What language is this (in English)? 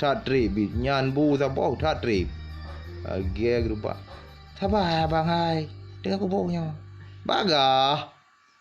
Achinese